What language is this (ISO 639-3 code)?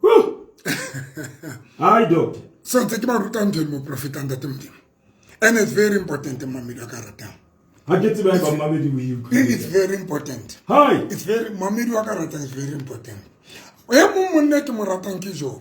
sot